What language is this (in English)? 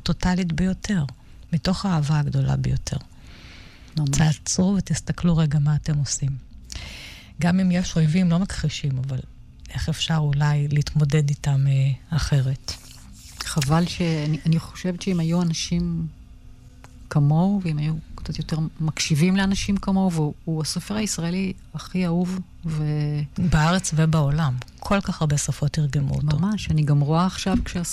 Hebrew